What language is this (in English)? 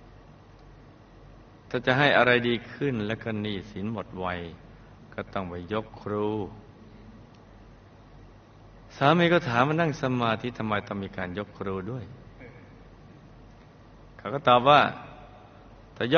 Thai